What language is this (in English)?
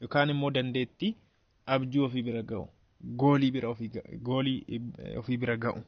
Oromo